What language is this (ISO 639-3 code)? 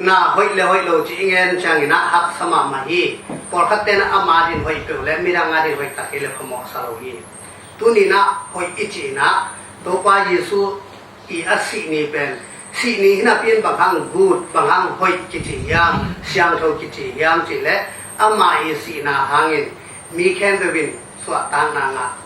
ctd